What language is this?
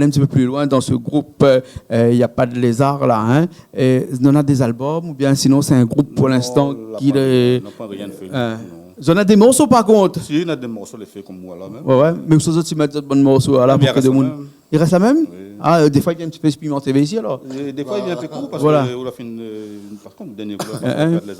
Réunion Creole French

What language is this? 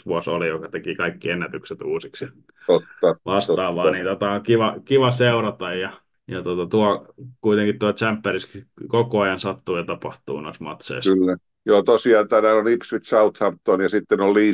Finnish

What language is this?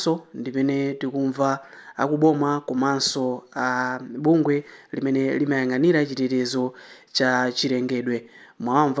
Nyanja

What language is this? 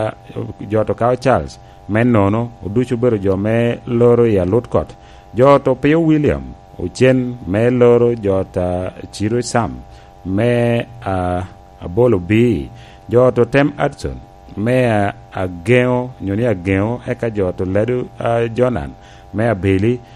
Lango (Uganda)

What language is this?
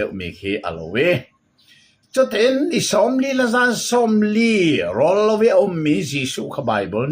Hakha Chin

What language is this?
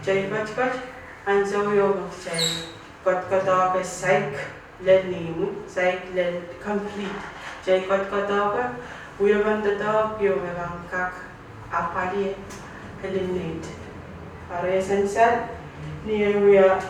Pohnpeian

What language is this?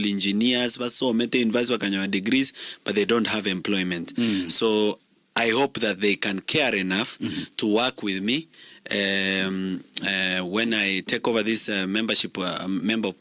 Gusii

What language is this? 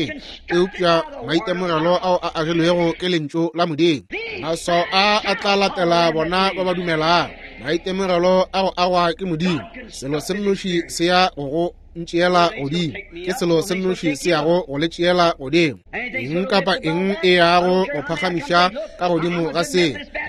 Northern Sotho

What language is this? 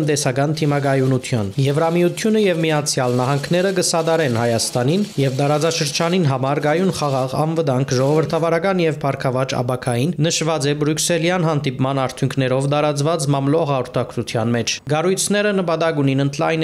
Armenian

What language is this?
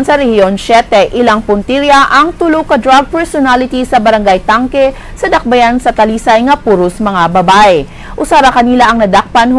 Cebuano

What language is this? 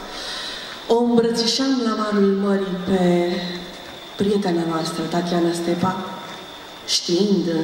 Romanian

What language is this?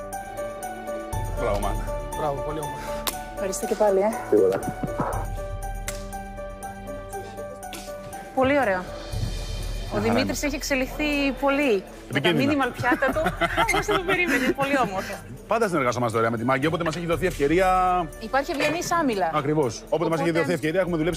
Greek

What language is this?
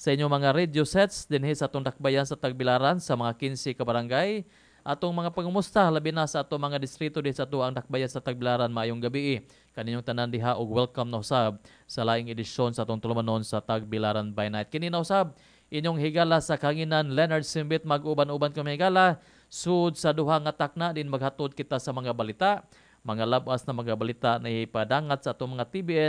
Cebuano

